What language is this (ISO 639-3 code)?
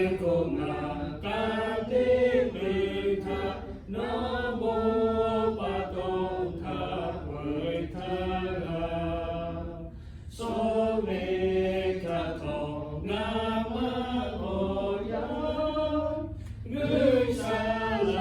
lhu